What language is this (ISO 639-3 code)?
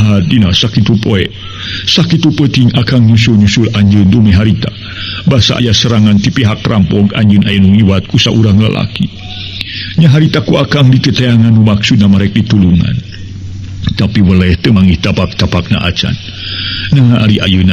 sun